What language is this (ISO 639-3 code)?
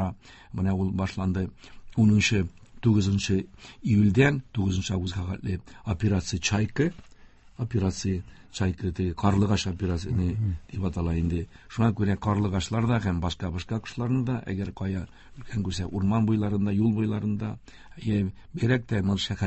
tat